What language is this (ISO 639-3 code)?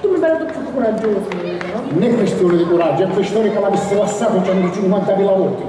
scn